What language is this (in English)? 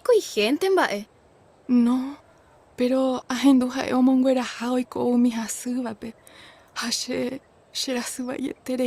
Guarani